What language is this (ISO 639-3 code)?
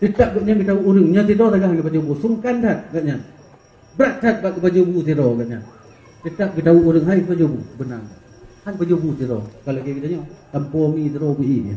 ace